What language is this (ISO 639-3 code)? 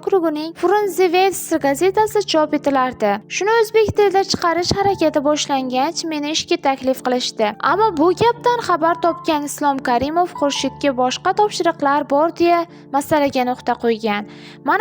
uzb